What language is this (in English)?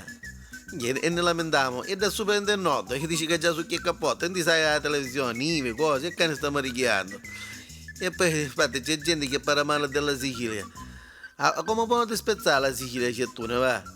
Neapolitan